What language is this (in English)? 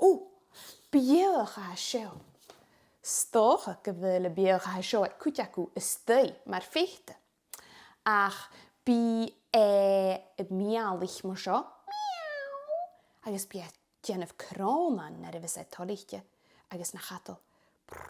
Scottish Gaelic